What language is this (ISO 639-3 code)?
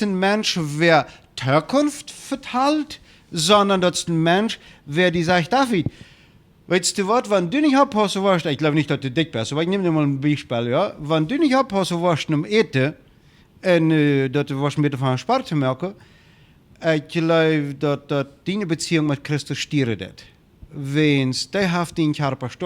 pdt